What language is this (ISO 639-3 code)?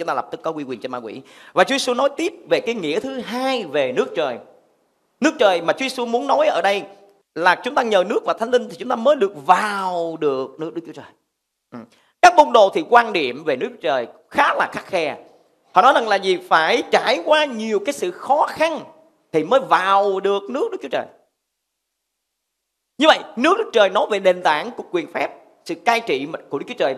vie